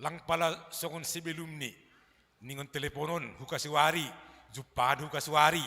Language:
Batak Simalungun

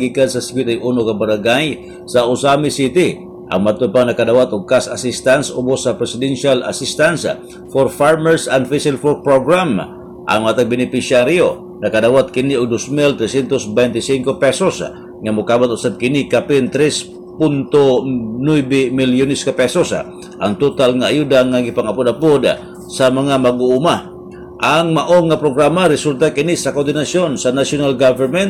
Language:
Cebuano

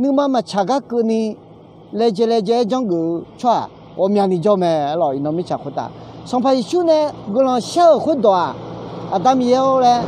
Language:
Akha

